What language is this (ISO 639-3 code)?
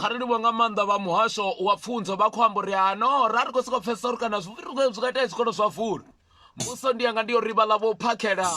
ven